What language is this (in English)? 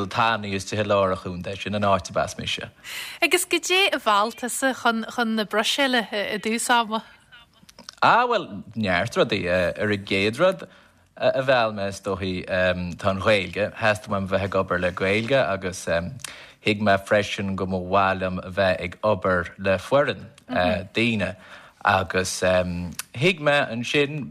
Irish